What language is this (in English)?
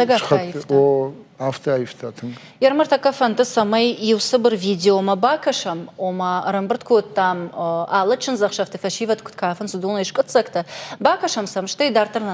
Ossetic